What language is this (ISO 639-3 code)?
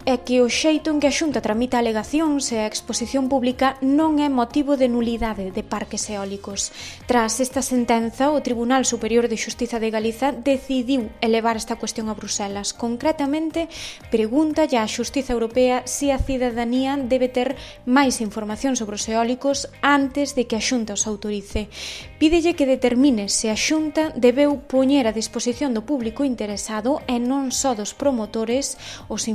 glg